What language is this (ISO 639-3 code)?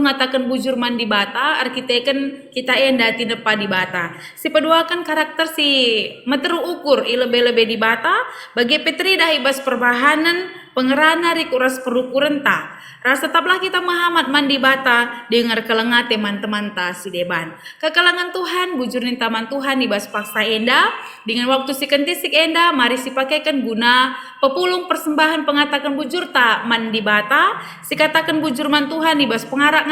btx